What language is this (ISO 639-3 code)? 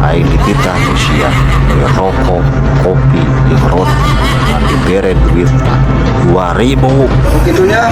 sun